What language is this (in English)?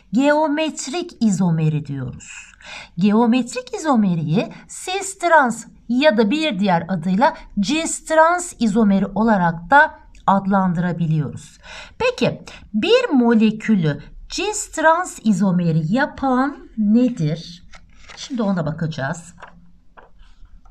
Turkish